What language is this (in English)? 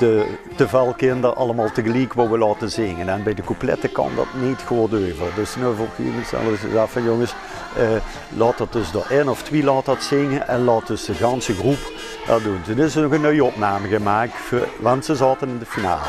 Limburgish